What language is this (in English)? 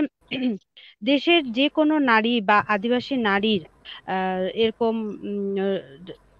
Bangla